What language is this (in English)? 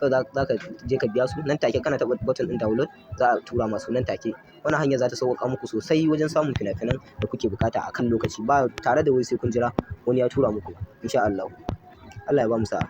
Hausa